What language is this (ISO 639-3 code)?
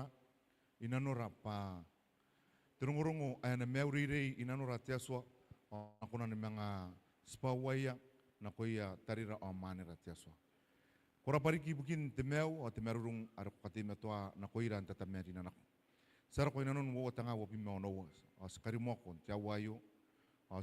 gil